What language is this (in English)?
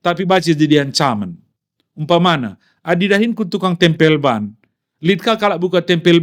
Batak Karo